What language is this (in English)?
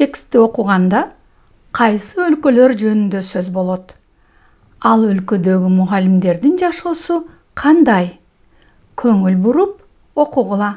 Kyrgyz